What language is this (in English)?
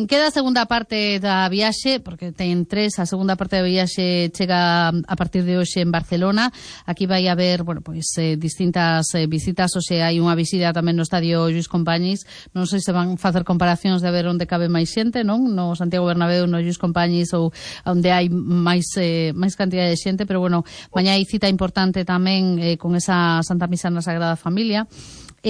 Galician